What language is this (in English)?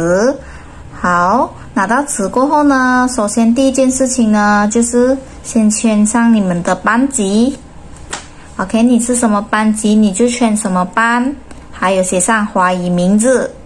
Chinese